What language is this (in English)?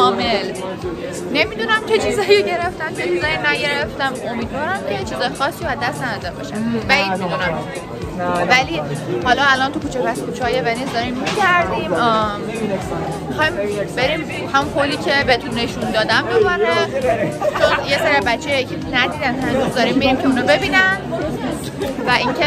Persian